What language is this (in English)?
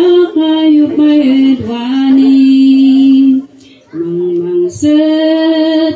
Kankanaey